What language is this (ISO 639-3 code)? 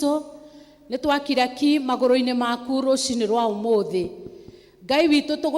kik